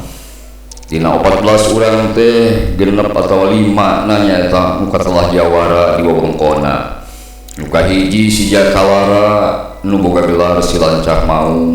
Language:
Sundanese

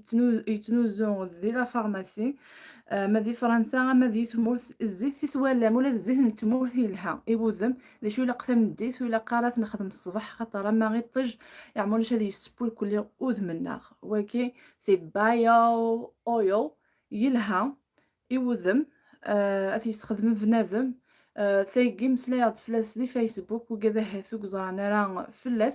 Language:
Kabyle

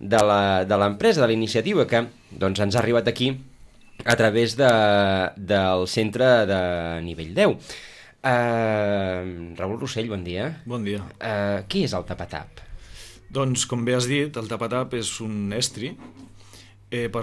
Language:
Catalan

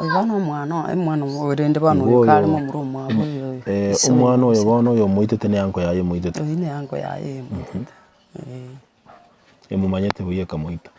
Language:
Gusii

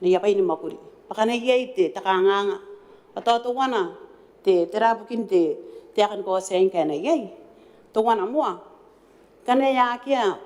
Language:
Gilbertese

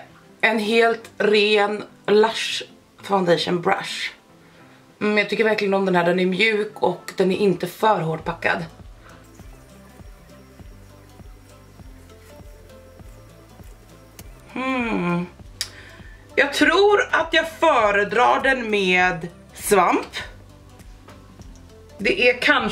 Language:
Swedish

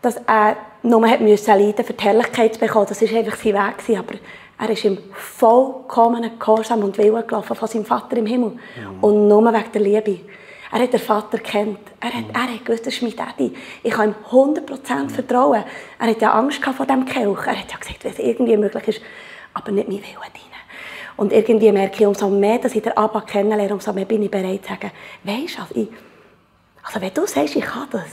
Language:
Swiss German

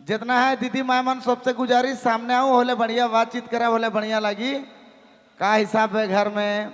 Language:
Sadri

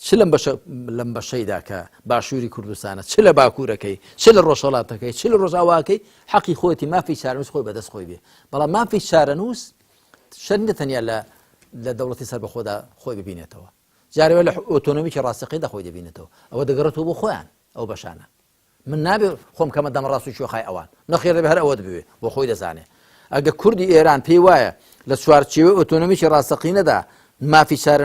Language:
Central Kurdish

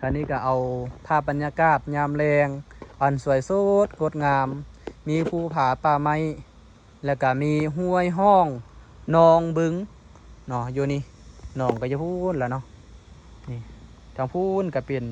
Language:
Lao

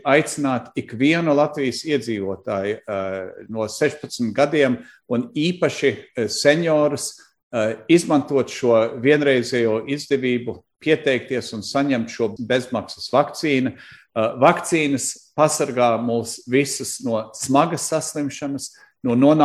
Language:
Latvian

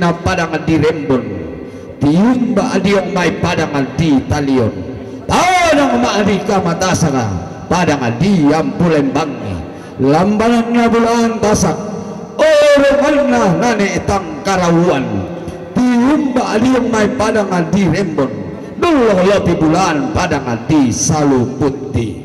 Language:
Toraja-Sa'dan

